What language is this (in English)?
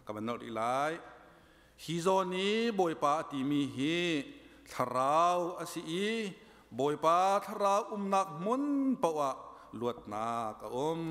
Hakha Chin